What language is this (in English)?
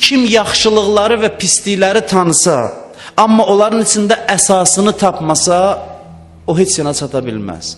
Azerbaijani